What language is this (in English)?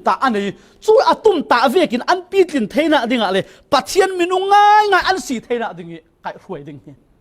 Falam Chin